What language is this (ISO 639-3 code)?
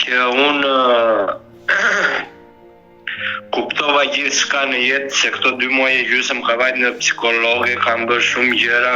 sqi